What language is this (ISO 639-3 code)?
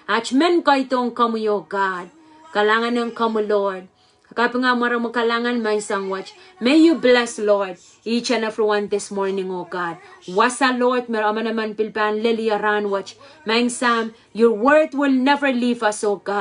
pon